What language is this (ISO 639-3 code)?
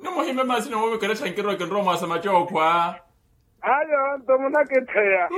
vmw